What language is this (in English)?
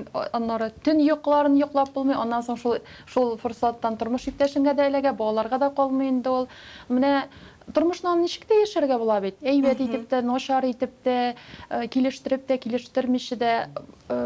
Tatar